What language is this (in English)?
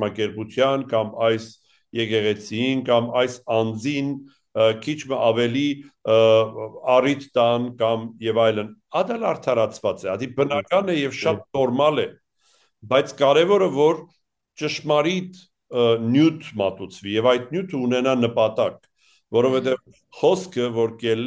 Armenian